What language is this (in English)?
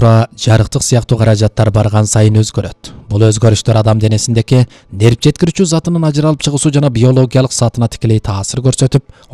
Kyrgyz